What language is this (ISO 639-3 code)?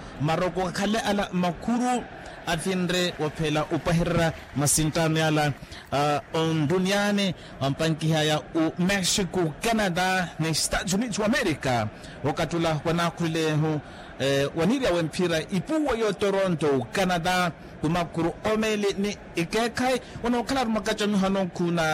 vmw